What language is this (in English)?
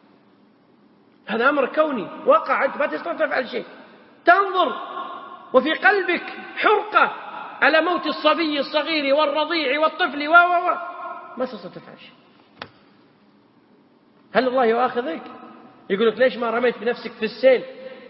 Arabic